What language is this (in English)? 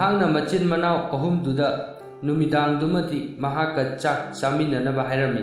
Manipuri